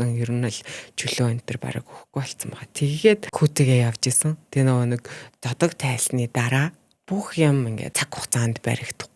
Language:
Mongolian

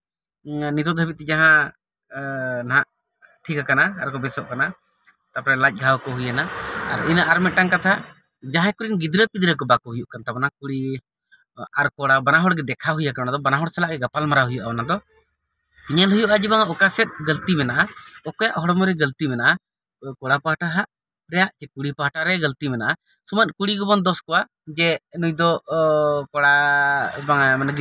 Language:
Santali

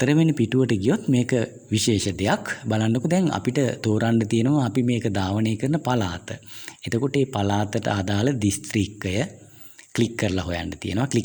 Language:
Sinhala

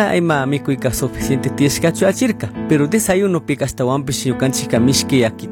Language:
Chimborazo Highland Quichua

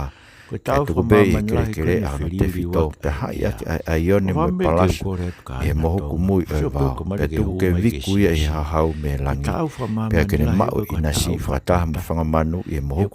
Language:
Tongan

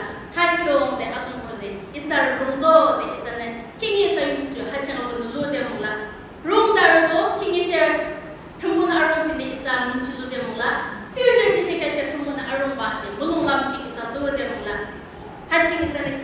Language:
Yimchungru Naga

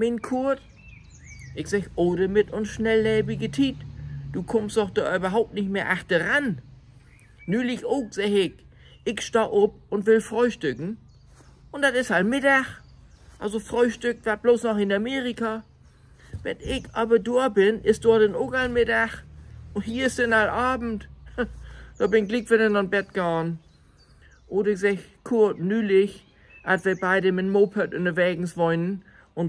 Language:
Low German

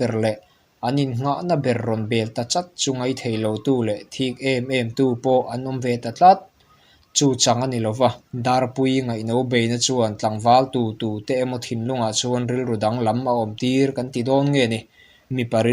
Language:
Mizo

